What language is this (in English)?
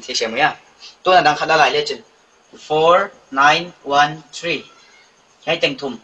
Paite Chin